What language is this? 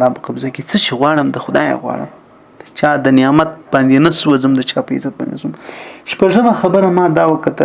Pashto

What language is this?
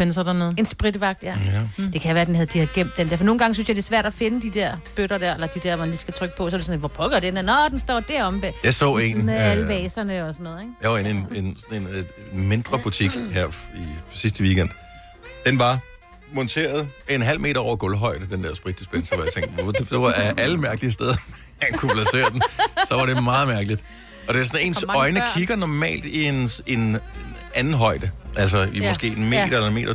Danish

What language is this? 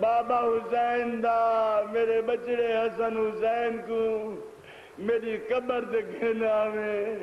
Saraiki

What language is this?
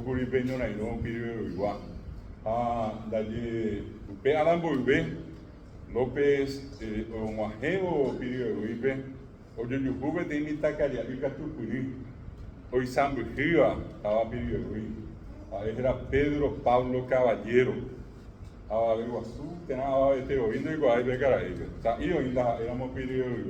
Guarani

